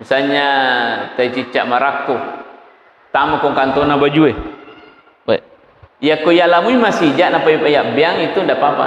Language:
Buginese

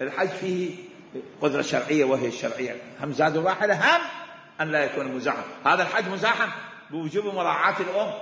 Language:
Mesopotamian Arabic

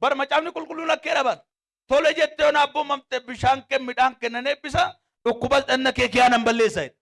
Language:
Oromo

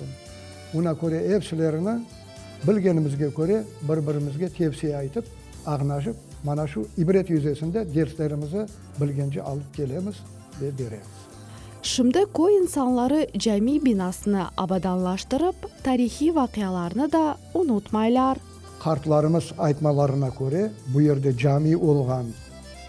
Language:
Crimean Tatar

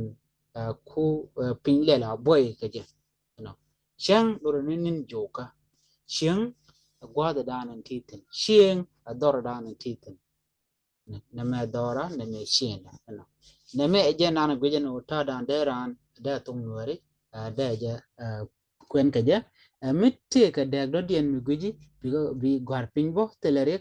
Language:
Nuer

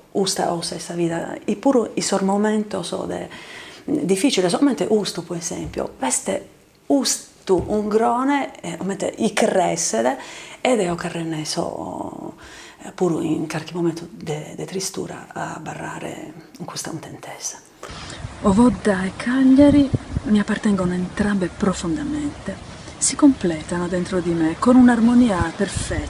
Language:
Sardinian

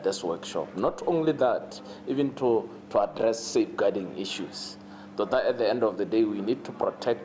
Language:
Tswana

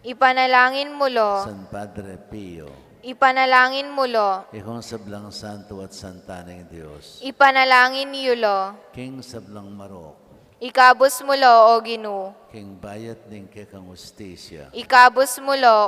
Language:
Pampanga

